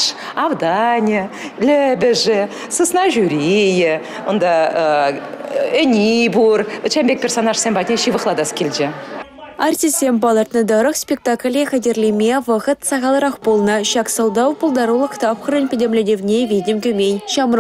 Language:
Chuvash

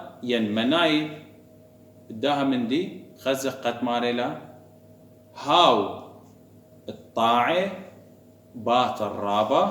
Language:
Assyrian Neo-Aramaic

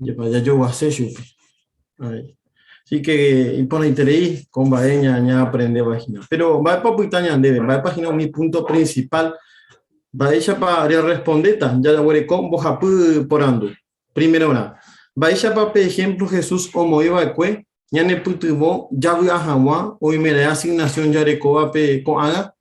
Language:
Guarani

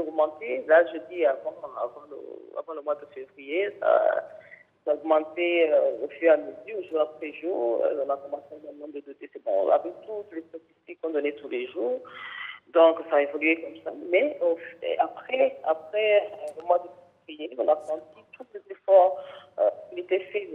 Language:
French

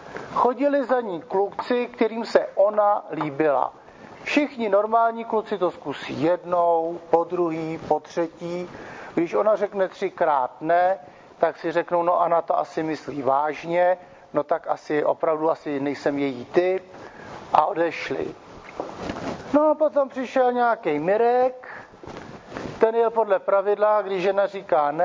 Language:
Czech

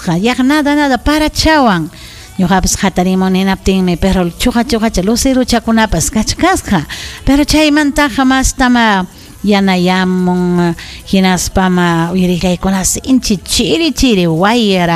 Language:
Ayacucho Quechua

